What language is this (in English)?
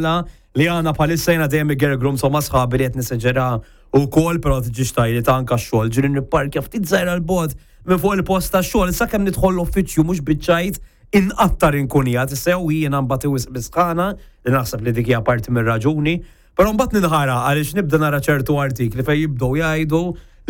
Maltese